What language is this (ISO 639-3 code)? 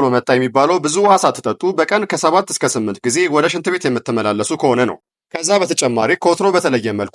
amh